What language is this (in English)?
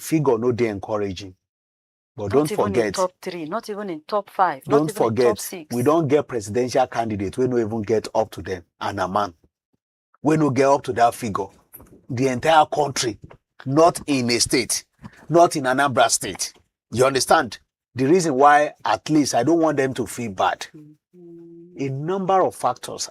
Nigerian Pidgin